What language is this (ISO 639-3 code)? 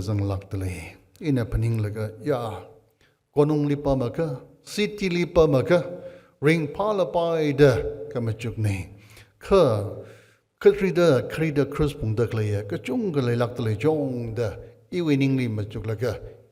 nmf